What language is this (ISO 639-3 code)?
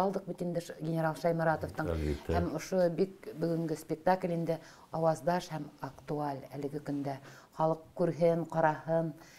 bak